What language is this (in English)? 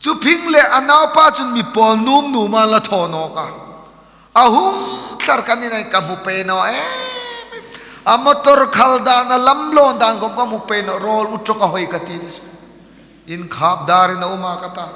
Hmar